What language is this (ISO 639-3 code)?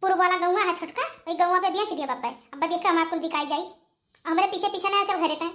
awa